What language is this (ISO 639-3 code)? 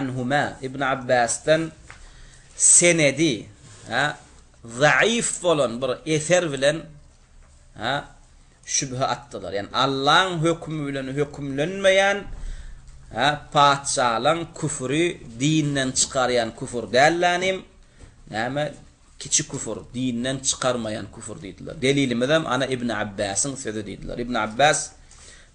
tuk